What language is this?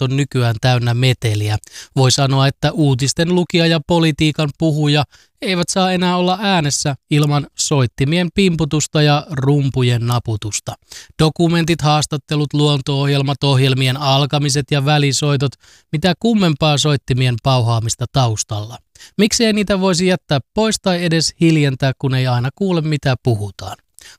Finnish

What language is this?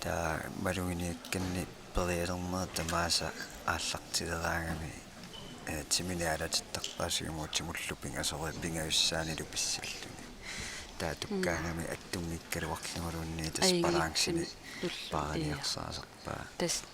Kalaallisut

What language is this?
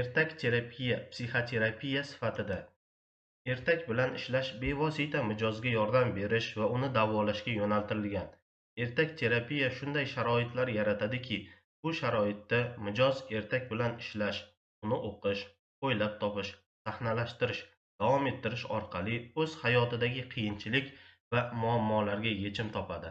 Uzbek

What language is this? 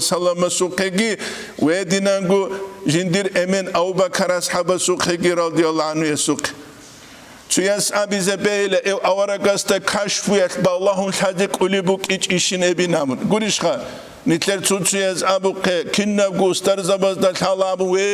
Avaric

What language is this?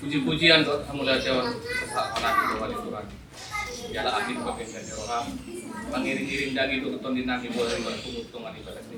Batak Toba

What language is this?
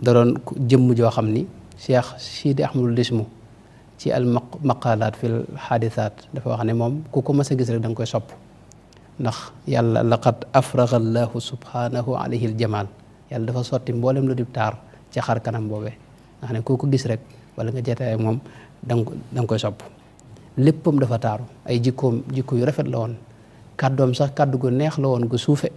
Wolof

